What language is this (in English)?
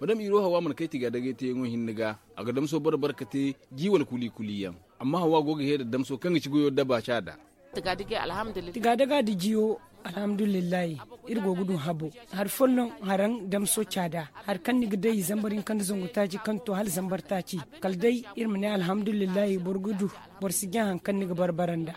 Zarma